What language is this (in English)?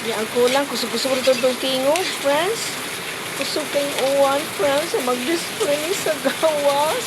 Cebuano